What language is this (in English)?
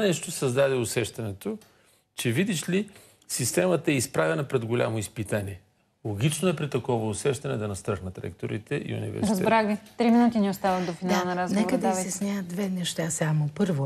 Bulgarian